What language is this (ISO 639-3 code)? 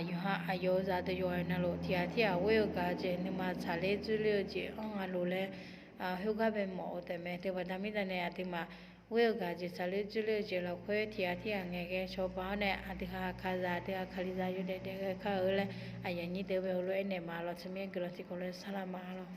ahk